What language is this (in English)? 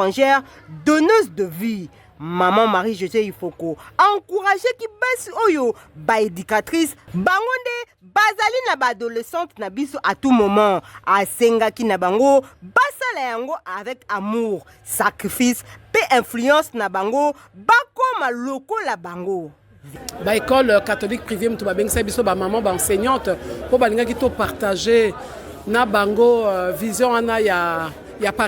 Lingala